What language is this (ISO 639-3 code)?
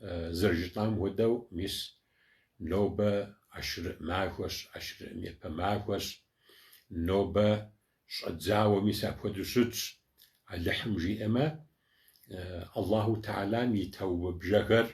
kbd